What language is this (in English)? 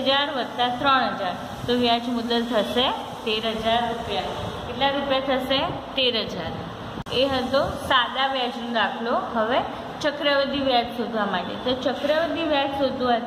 Gujarati